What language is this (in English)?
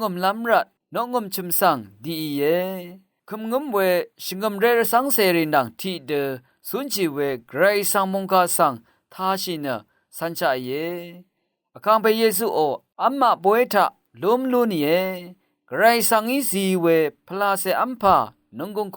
Rawang